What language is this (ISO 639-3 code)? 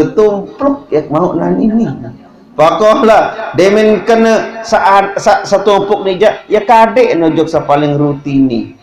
sas